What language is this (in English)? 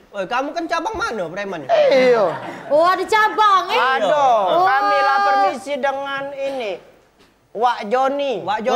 Musi